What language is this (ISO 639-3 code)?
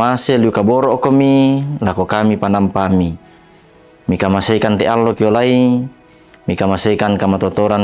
sda